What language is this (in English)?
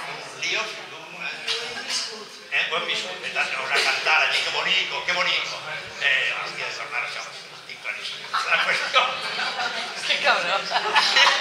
Catalan